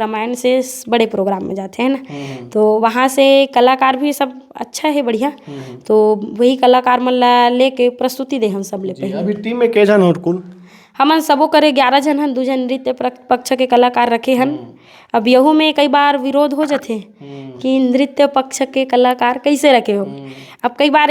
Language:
Chhattisgarhi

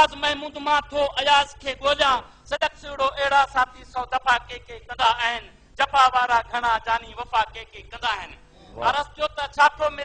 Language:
Sindhi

